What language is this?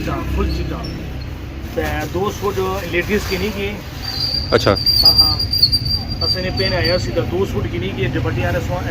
Pahari-Potwari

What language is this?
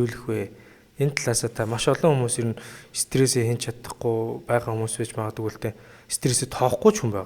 Mongolian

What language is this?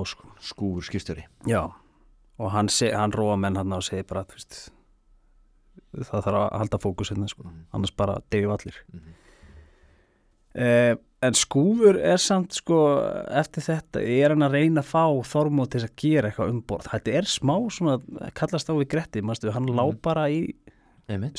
Icelandic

